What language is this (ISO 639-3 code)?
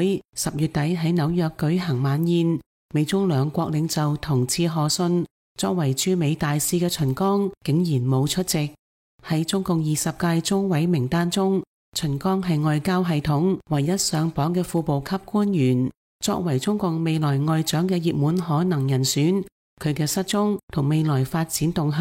yue